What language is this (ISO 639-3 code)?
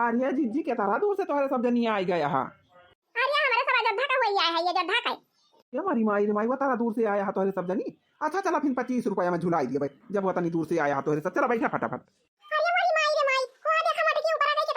awa